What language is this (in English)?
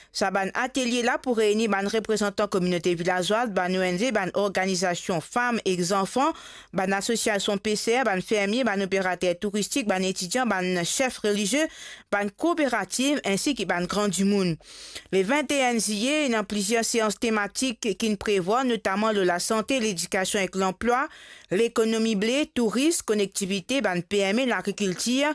Morisyen